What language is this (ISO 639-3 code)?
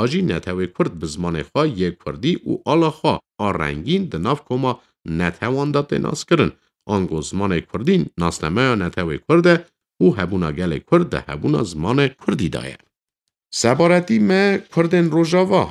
kur